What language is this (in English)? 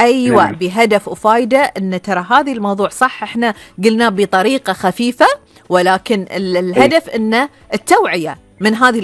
Gulf Arabic